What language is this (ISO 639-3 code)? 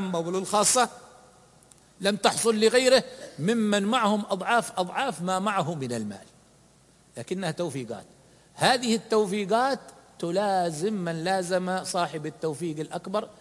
ara